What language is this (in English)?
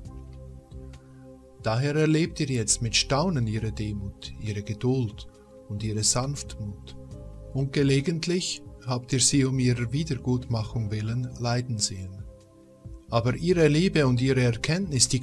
German